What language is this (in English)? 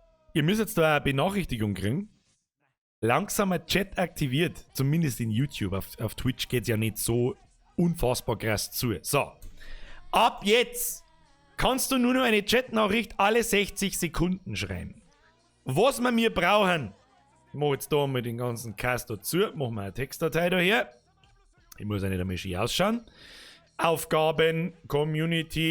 Bavarian